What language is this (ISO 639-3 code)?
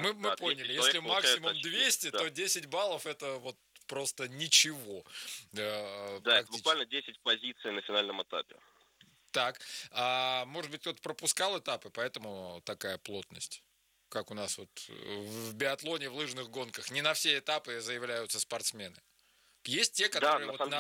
rus